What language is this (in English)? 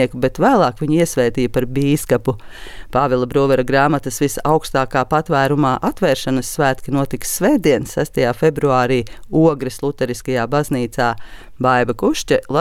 Latvian